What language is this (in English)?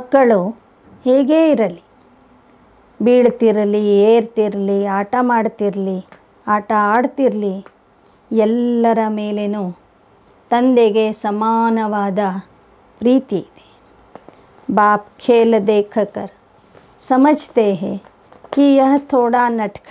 Kannada